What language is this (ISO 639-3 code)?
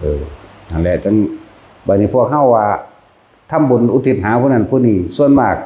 tts